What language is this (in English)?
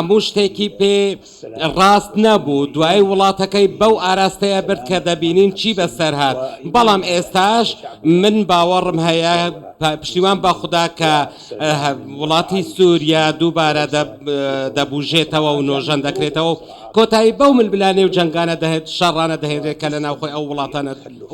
Central Kurdish